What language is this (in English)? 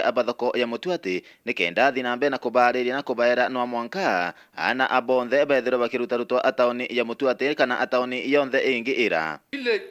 Meru